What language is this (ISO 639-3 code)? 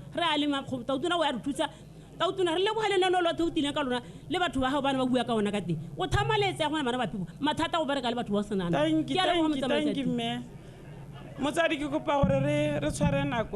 tsn